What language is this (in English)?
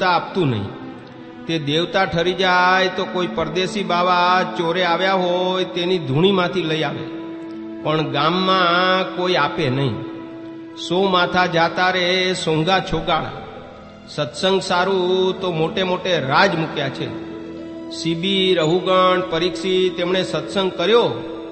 Gujarati